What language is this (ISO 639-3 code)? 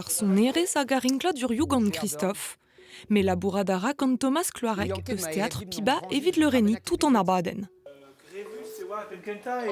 bre